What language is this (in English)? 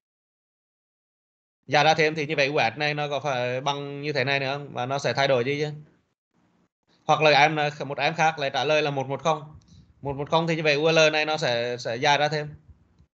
Vietnamese